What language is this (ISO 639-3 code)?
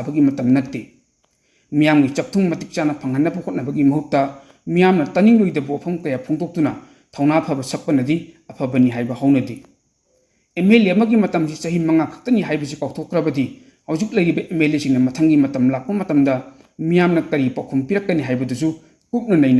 mni